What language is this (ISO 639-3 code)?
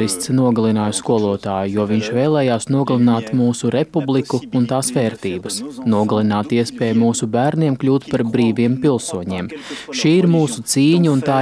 lav